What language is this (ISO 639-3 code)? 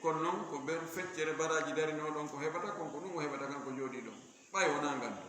ful